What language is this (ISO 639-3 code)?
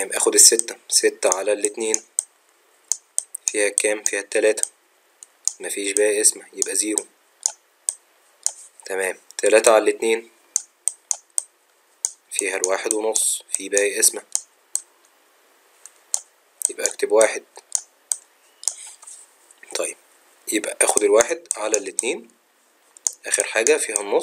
arz